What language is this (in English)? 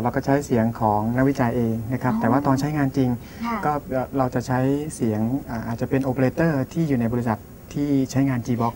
Thai